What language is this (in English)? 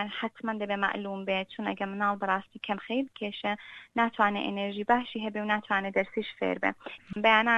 Central Kurdish